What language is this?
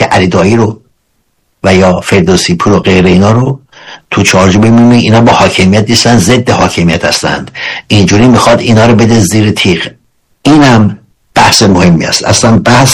Persian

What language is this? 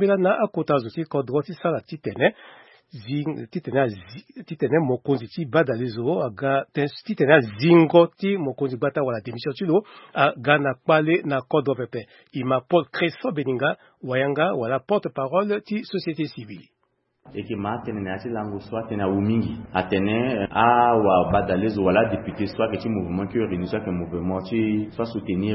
Sango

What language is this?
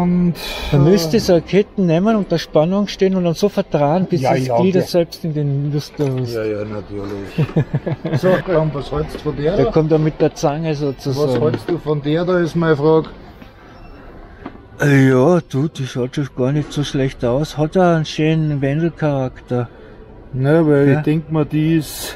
German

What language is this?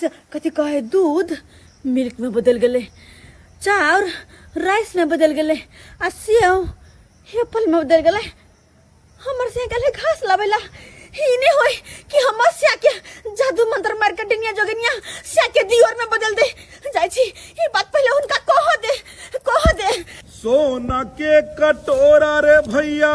Maithili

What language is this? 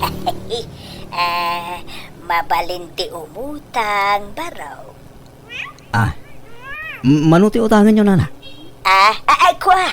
Iloko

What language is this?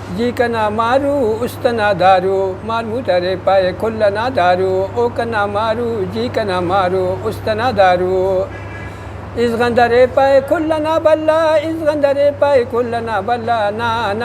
Brahui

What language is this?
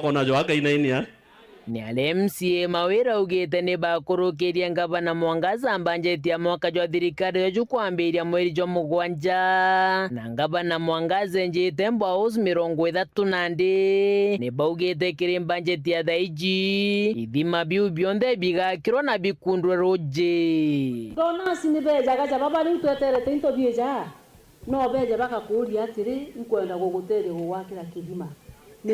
Meru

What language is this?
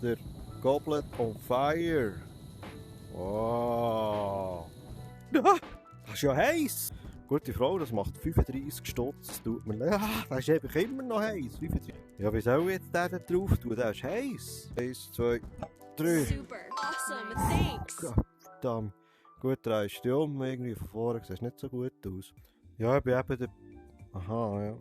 Swiss German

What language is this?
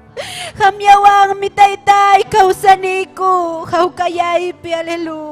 Ayacucho Quechua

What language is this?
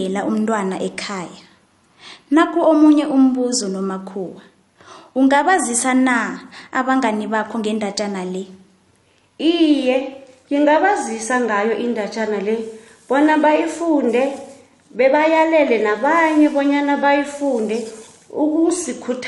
South Ndebele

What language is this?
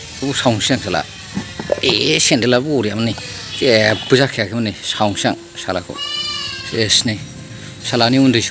Bodo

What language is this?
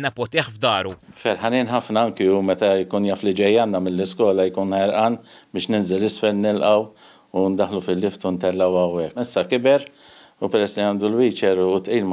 Maltese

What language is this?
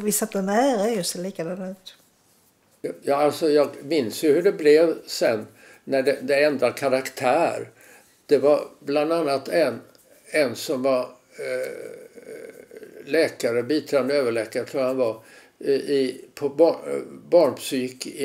Swedish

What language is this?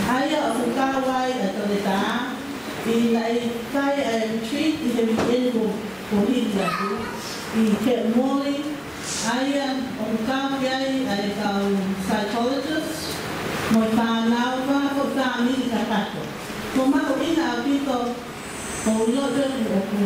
Tongan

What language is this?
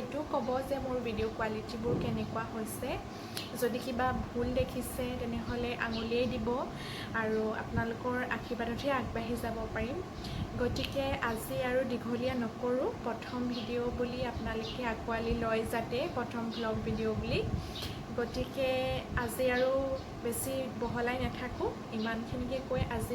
Assamese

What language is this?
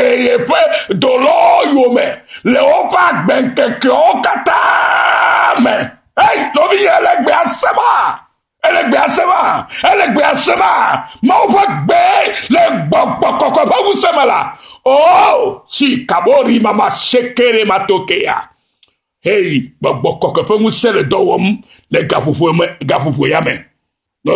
Ewe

